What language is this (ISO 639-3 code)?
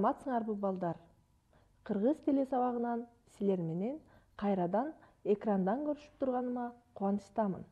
kir